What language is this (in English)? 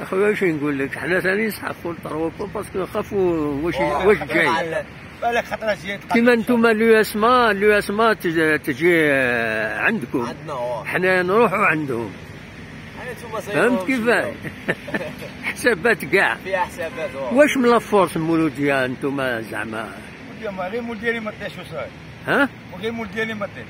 Algerian Arabic